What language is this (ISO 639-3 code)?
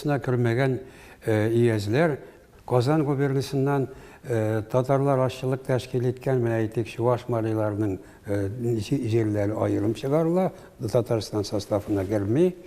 tat